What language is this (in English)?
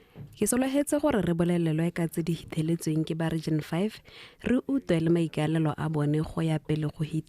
Tswana